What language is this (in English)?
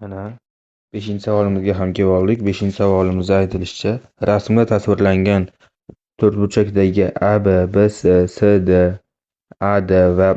Uzbek